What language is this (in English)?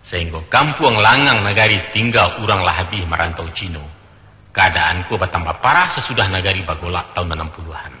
Minangkabau